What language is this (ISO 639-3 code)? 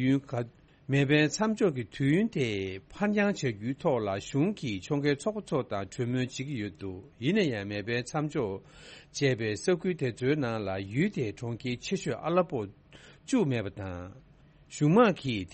bod